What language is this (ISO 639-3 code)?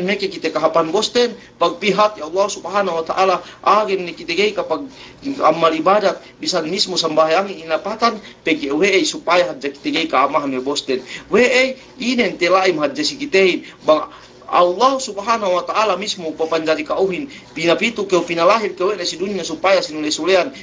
yka